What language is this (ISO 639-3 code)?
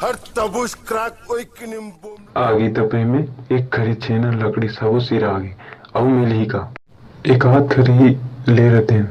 hne